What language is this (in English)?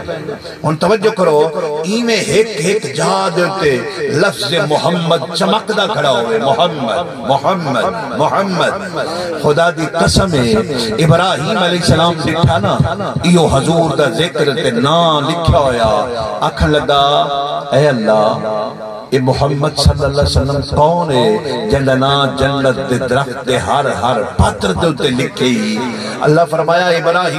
Saraiki